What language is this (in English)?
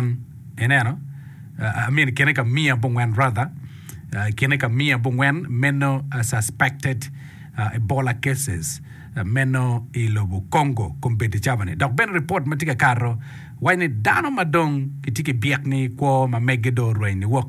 Acoli